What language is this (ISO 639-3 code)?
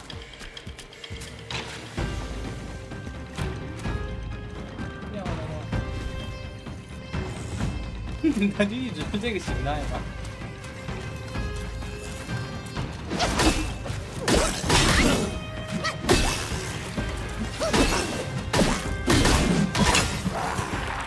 zho